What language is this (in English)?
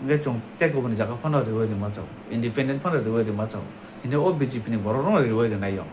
Kok Borok